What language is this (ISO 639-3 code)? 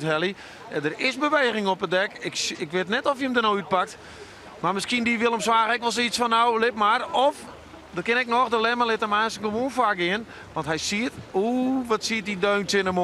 fry